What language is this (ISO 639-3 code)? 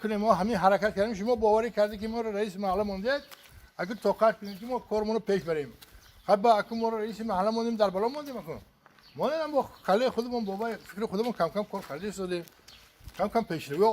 tgk